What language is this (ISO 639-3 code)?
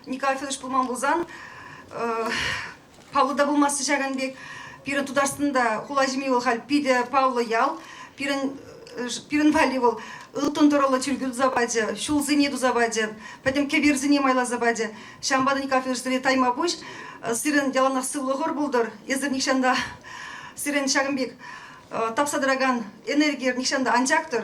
chv